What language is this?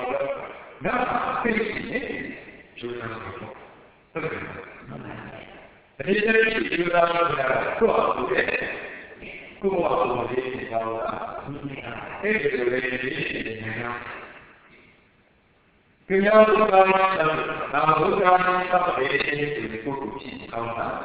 Burmese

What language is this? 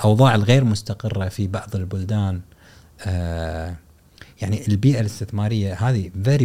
Gulf Arabic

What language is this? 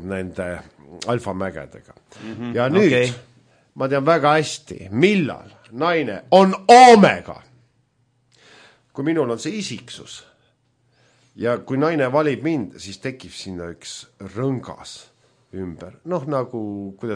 Estonian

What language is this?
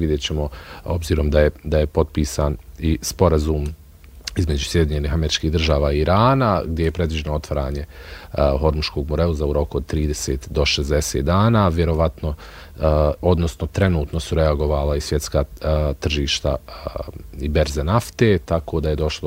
Bosnian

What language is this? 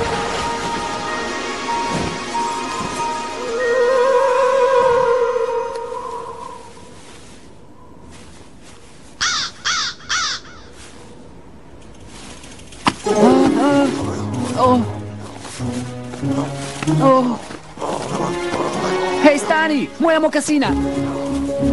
Serbian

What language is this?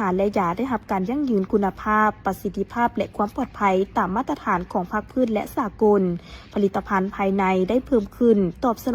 Lao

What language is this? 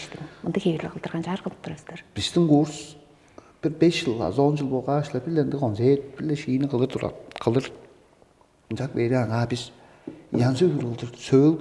Tuvinian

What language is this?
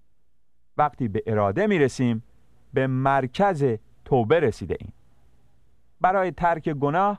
Persian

